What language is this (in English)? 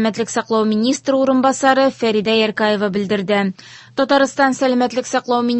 Tatar